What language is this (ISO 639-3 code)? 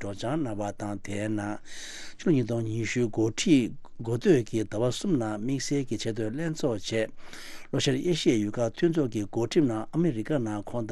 bod